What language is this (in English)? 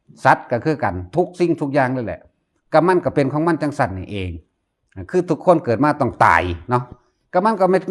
Northeastern Thai